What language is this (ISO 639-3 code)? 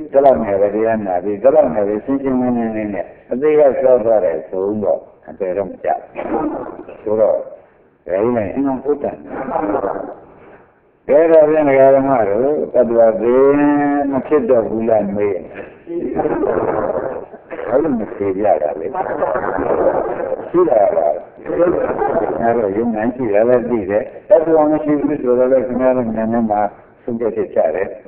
mya